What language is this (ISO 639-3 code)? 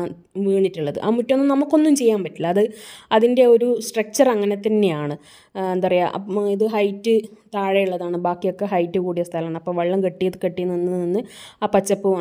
mal